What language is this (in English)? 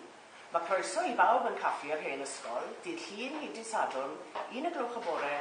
Welsh